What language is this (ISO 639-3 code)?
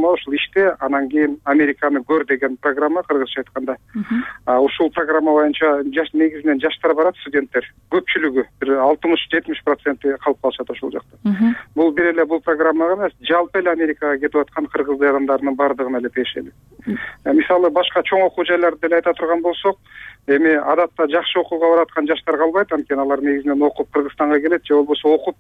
kir